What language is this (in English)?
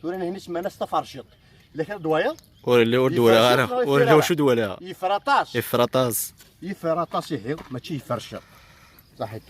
Kabyle